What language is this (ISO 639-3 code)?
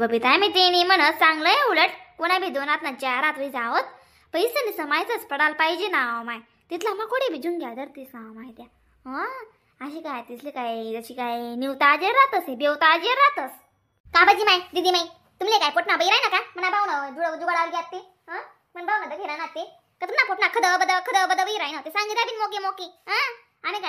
khn